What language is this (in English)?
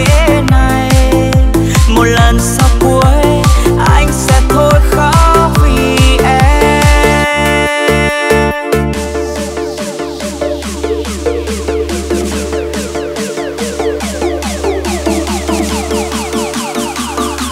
Vietnamese